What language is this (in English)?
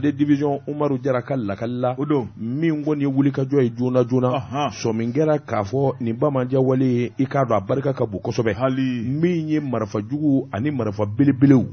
Bambara